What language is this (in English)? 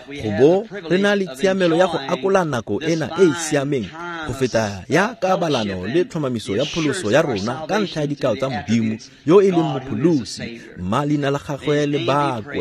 Tswana